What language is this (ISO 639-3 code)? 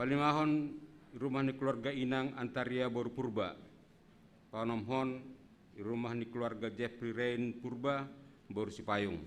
bts